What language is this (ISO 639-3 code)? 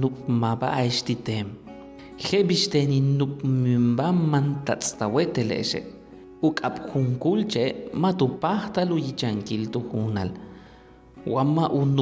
yua